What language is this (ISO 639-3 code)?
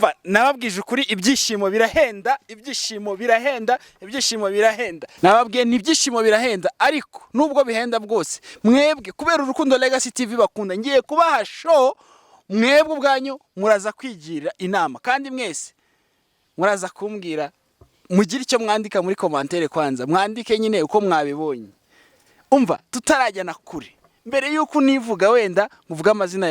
kin